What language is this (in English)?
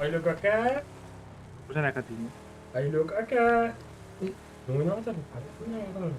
Kara-Kalpak